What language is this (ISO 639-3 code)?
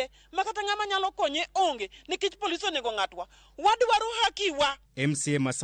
luo